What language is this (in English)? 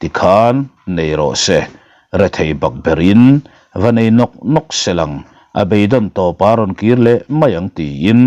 Mizo